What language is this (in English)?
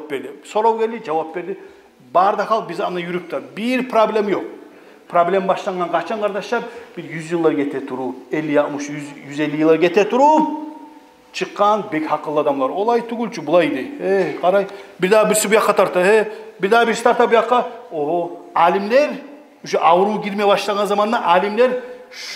Kumyk